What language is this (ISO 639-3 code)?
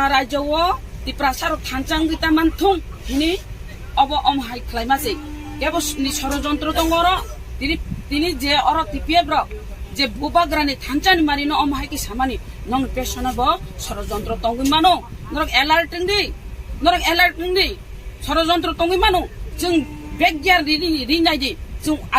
trp